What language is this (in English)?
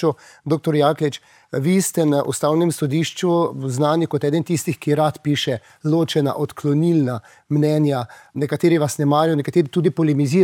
Slovenian